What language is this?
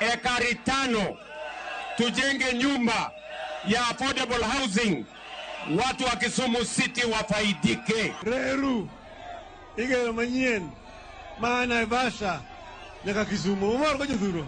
Luo (Kenya and Tanzania)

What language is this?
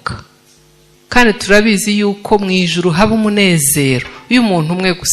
Kinyarwanda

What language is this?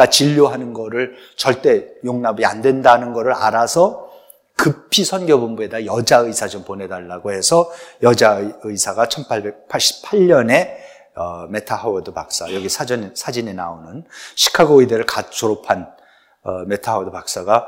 Korean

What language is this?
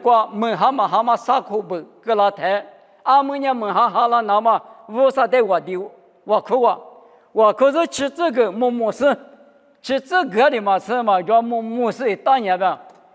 Lisu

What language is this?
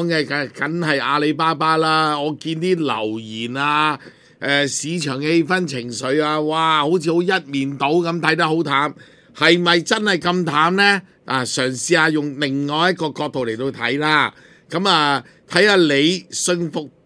Cantonese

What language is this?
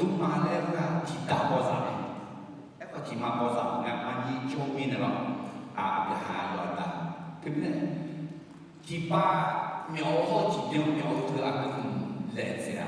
Akha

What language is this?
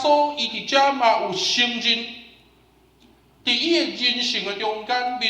Min Nan Chinese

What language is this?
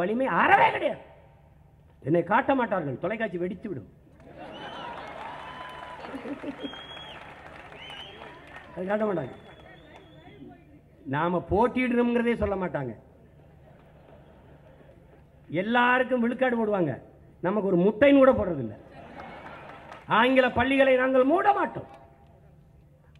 Tamil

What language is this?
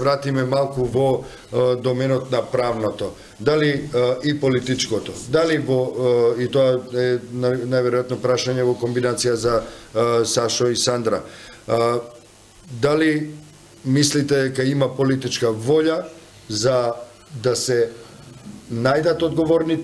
Macedonian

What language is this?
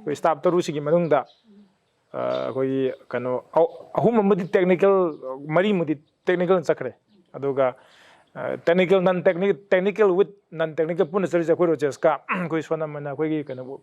Manipuri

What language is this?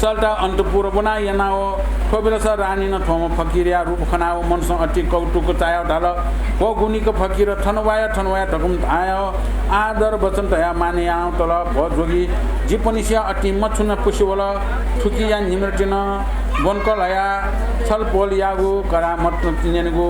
Newari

